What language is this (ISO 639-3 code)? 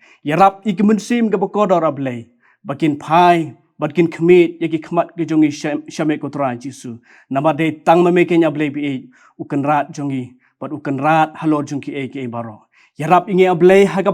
kha